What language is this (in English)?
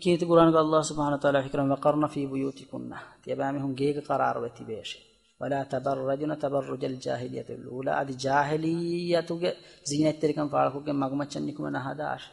Divehi